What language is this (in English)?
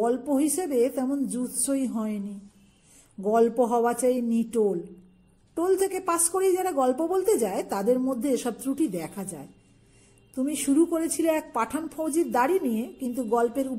Bangla